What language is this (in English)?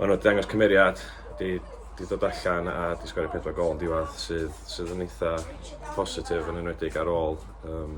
Welsh